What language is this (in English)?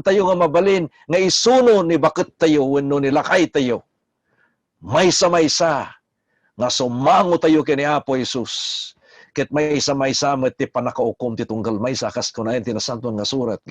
Iloko